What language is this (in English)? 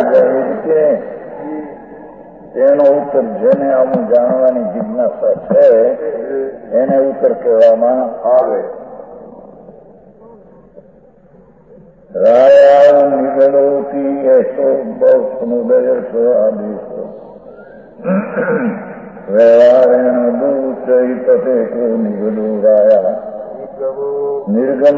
Gujarati